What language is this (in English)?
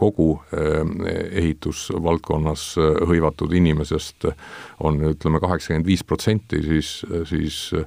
Estonian